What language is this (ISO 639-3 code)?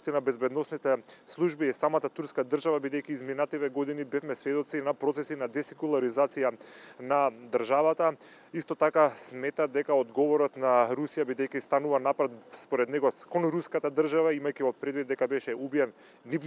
mkd